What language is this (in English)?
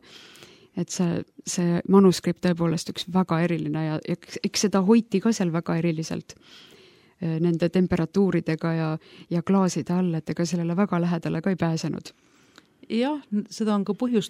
Estonian